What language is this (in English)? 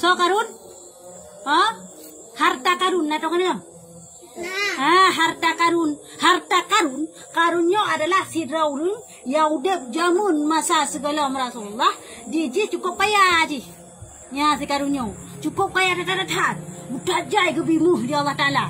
Achinese